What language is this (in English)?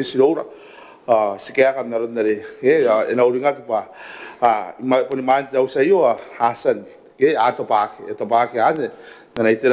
Gilbertese